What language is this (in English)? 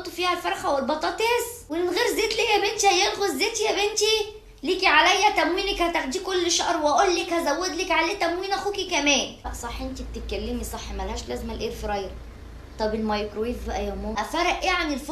Egyptian Arabic